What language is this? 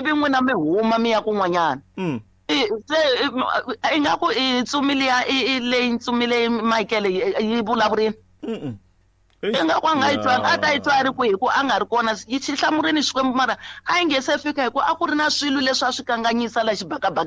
Tsonga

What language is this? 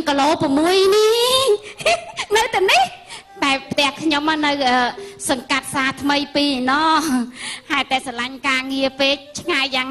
Khmer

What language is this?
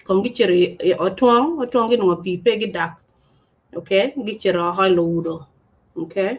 Acoli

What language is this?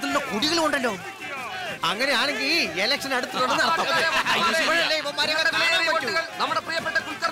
Malayalam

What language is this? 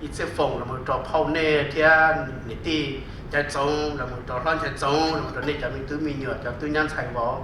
Hmong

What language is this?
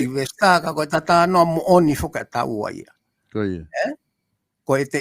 Tongan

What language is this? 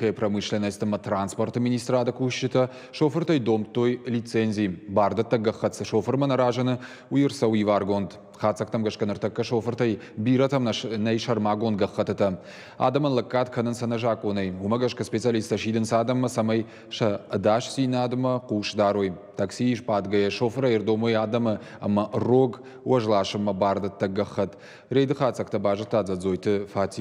Ossetic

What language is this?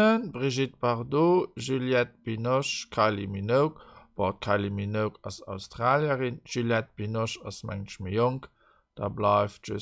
Luxembourgish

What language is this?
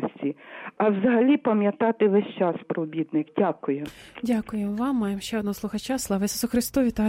Ukrainian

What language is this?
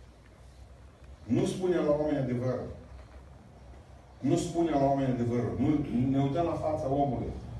Romanian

